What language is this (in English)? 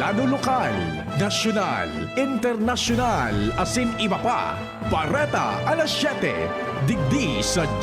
Bikol